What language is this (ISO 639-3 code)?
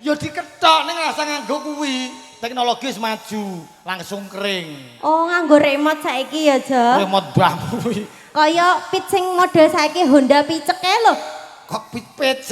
jav